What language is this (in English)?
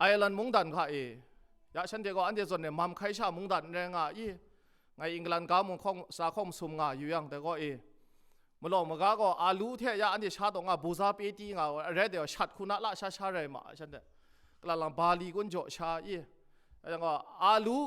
Kachin